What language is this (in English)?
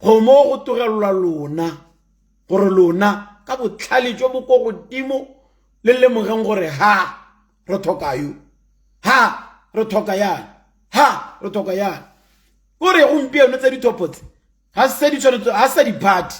Tswana